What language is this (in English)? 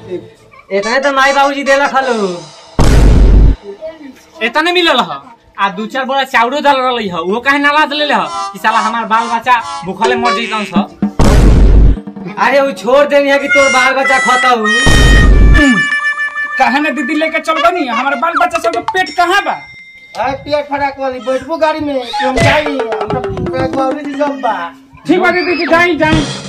Bhojpuri